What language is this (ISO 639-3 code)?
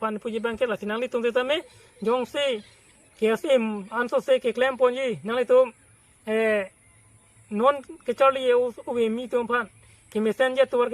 mjw